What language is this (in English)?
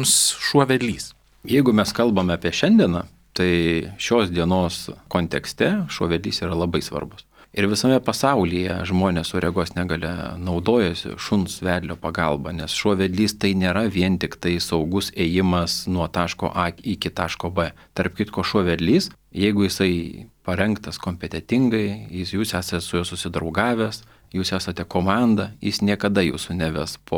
Lithuanian